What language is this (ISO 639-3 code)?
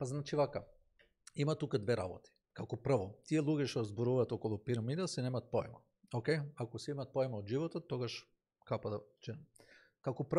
mkd